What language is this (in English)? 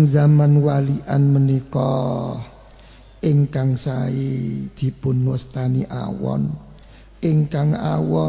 Javanese